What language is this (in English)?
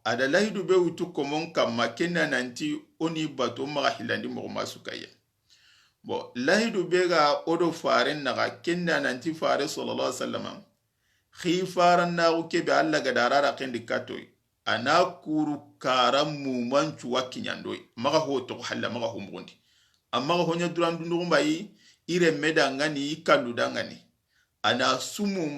Soninke